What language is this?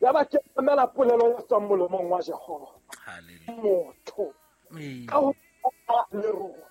Southern Sotho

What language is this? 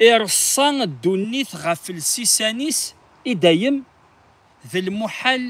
Kabyle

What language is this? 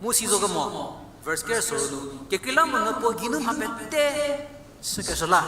Angami Naga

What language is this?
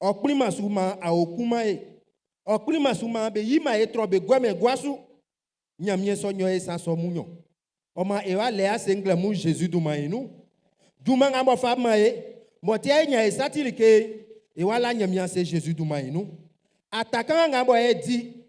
Baoulé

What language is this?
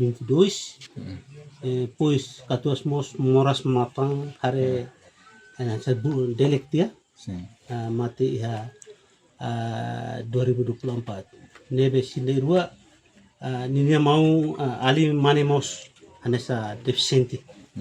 Tetum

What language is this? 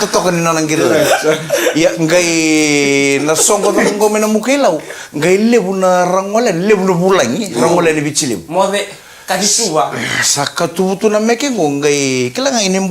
Fijian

